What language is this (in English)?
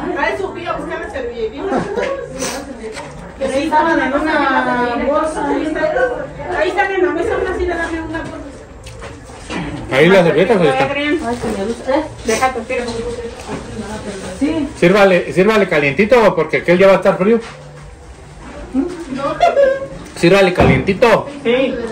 Spanish